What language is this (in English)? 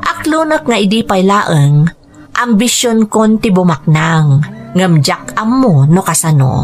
Iloko